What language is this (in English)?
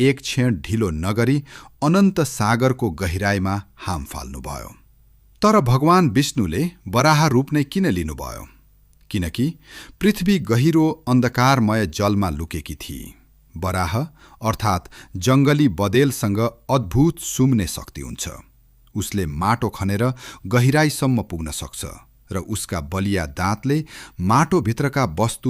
Nepali